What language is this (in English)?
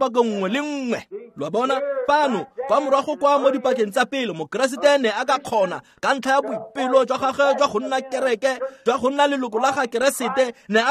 Tswana